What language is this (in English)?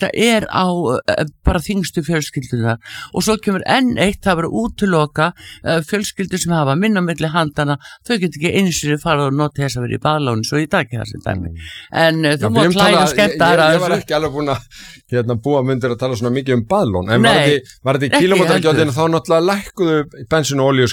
Icelandic